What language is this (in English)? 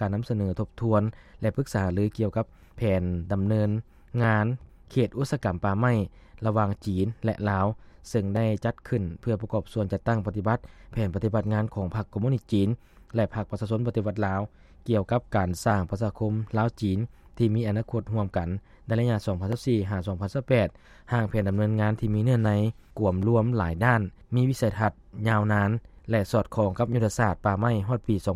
Lao